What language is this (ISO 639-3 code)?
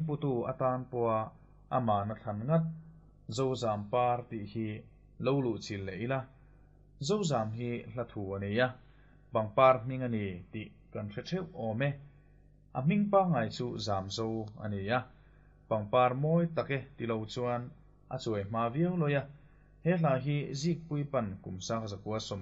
lus